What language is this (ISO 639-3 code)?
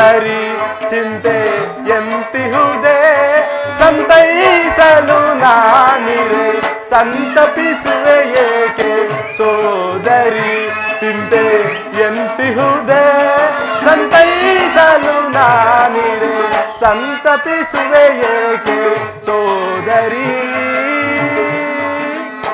kan